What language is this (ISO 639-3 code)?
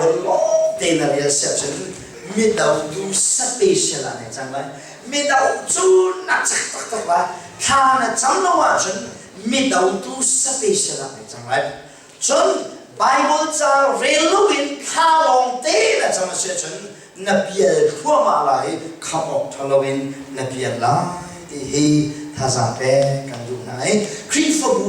cnh